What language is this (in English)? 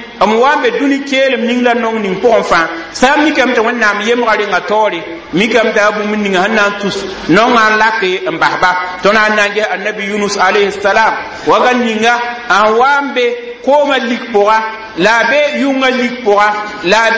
Mossi